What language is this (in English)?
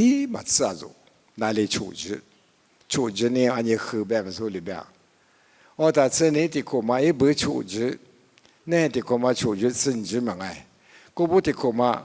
Lisu